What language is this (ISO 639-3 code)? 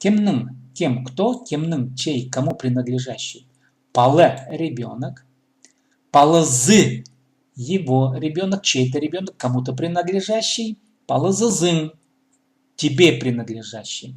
kjh